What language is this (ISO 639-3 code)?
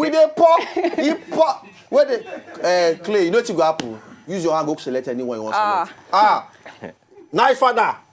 pcm